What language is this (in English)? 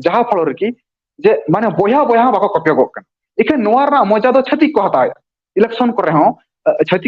Santali